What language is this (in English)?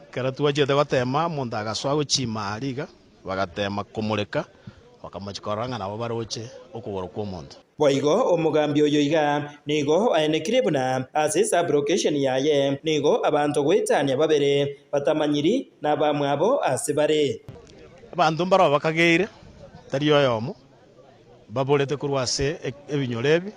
Gusii